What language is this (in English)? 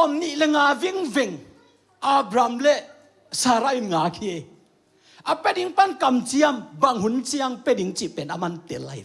Tedim Chin